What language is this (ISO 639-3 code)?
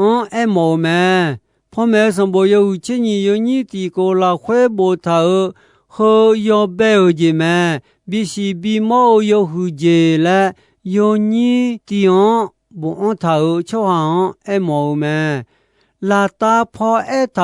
ahk